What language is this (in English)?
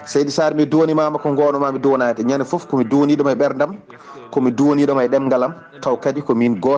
Fula